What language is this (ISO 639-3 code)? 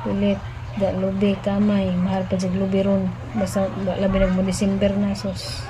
ceb